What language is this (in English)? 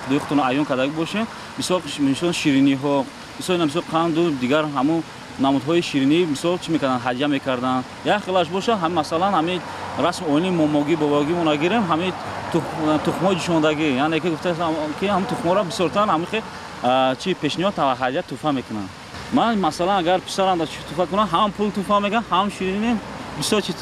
Tajik